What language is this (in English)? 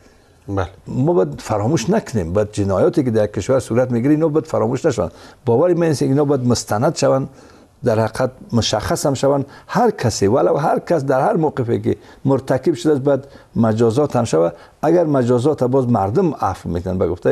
Persian